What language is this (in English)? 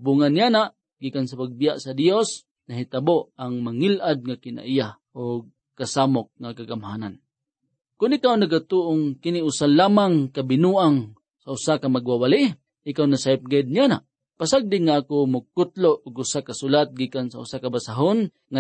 Cebuano